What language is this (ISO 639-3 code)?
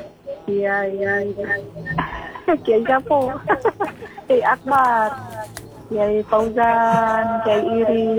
ind